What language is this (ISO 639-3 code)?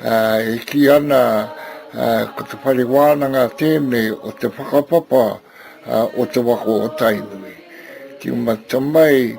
mri